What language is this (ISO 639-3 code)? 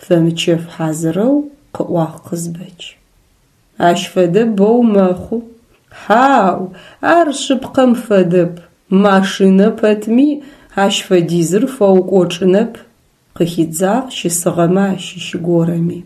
ady